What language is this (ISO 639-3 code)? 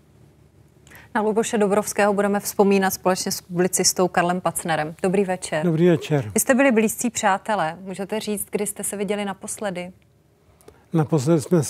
ces